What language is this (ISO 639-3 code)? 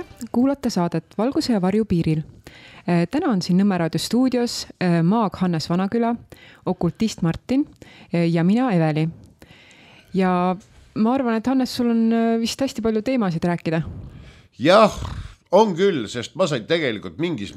est